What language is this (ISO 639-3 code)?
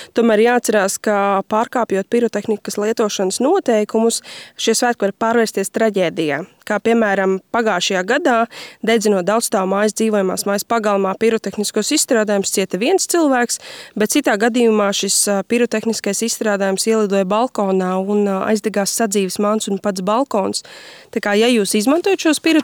lav